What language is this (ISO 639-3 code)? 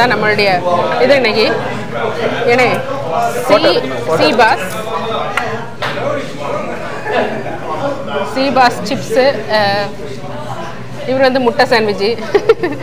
tam